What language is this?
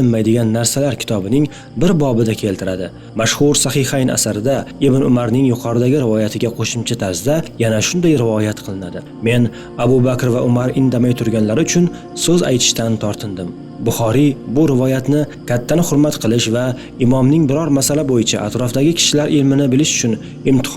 Uzbek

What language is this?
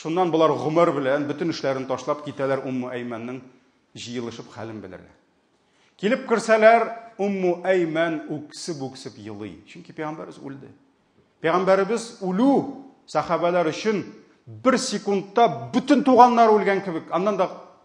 Tatar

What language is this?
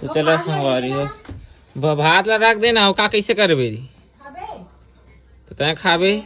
Chhattisgarhi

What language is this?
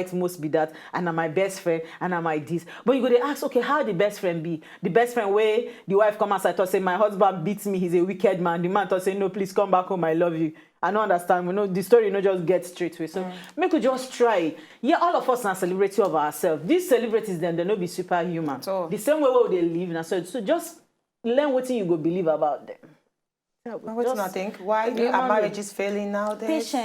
Nigerian Pidgin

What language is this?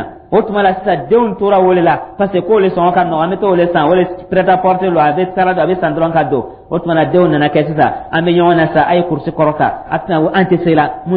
Dyula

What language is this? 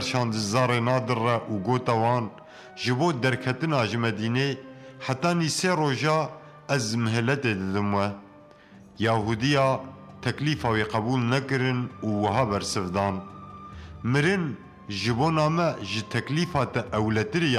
Kurdish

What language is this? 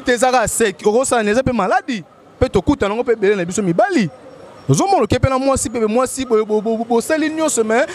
Lingala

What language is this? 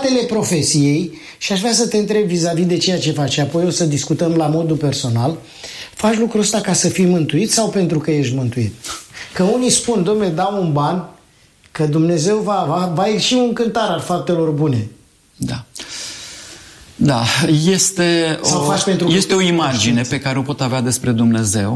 Romanian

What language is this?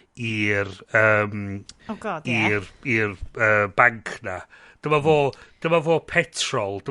Welsh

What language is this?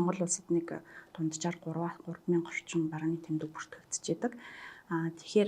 Mongolian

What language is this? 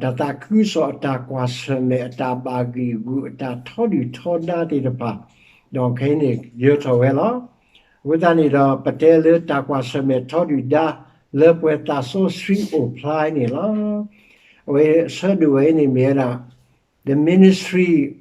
S'gaw Karen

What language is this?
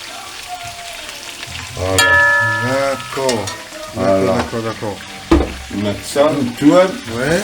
Réunion Creole French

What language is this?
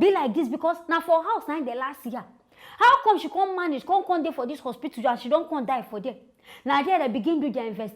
Nigerian Pidgin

